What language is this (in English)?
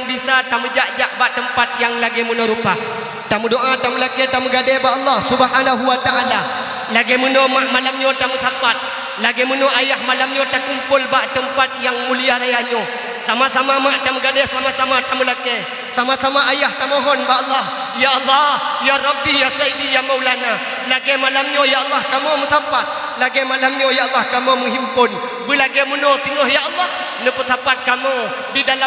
Achinese